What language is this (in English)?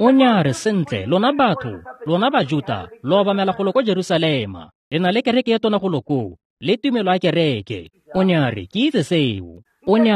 Tswana